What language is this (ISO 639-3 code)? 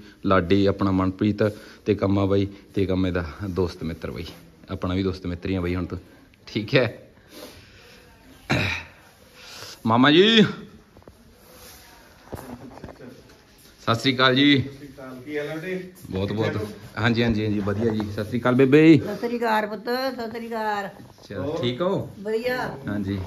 pan